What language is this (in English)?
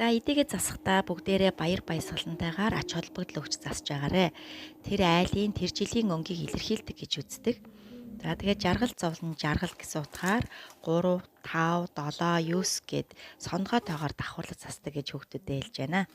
Mongolian